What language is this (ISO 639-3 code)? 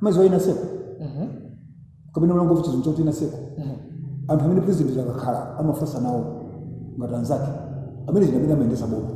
nya